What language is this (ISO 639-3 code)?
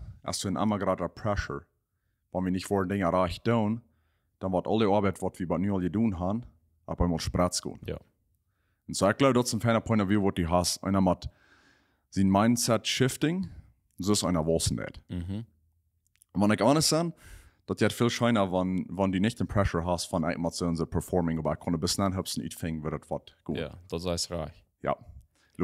pdt